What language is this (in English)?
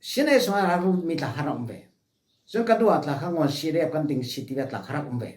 Falam Chin